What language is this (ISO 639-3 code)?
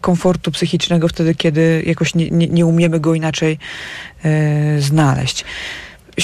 pol